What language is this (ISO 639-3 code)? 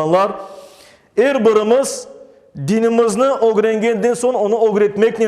crh